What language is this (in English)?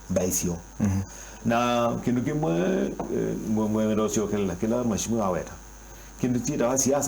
Kamba